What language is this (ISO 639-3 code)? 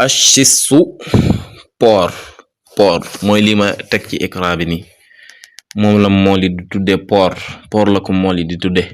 wol